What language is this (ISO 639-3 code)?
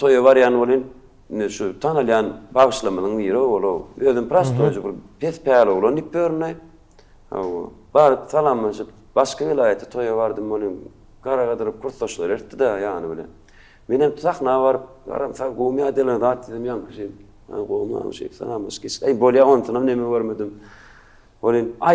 tuk